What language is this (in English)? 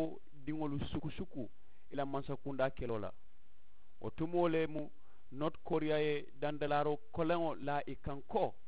Mandingo